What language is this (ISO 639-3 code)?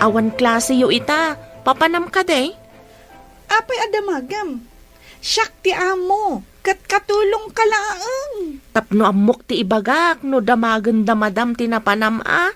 ilo